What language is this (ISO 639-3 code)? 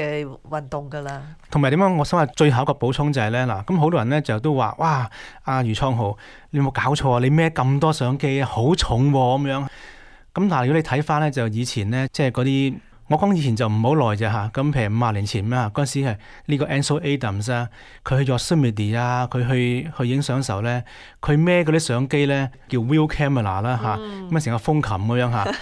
yue